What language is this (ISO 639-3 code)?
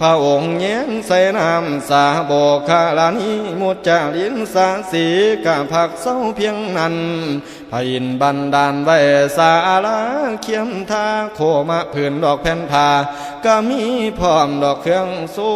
tts